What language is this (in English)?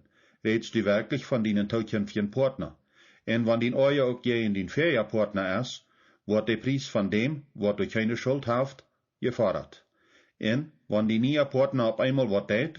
Plautdietsch